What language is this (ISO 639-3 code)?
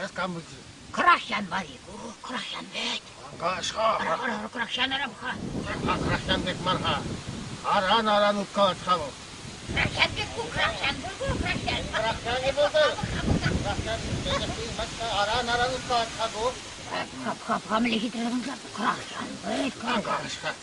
chv